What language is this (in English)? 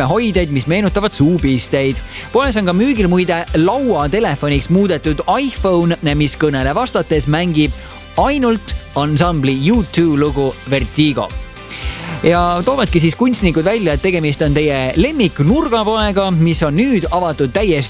Estonian